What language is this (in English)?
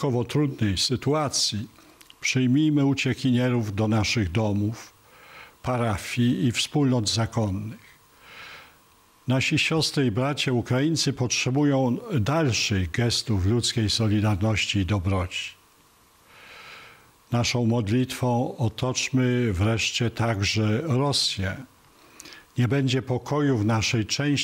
Polish